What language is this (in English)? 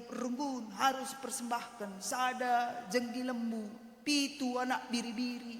Batak Karo